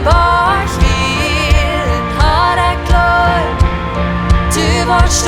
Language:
Plautdietsch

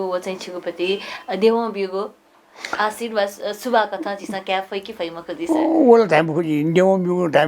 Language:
Newari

